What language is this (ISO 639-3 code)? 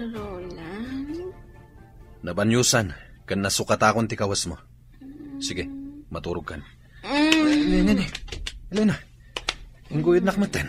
ilo